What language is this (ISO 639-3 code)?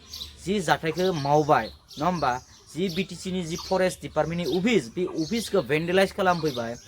brx